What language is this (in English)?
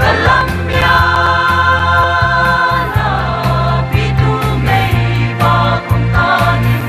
Paite Chin